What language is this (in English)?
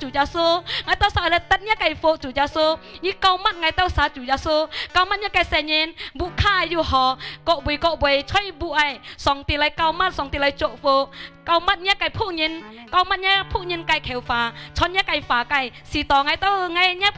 Hakka Chinese